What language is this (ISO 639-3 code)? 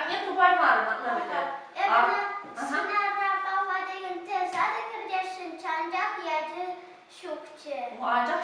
chv